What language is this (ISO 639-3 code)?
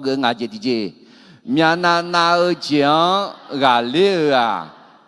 ahk